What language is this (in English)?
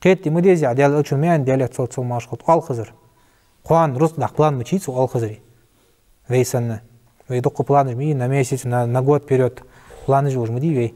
Ingush